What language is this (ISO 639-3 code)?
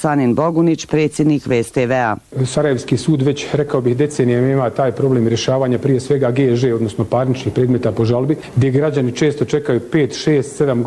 bos